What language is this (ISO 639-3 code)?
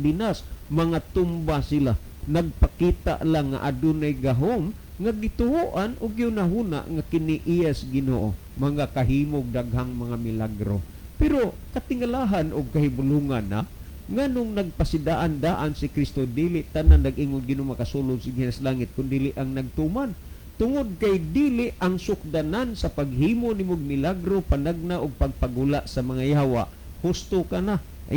ceb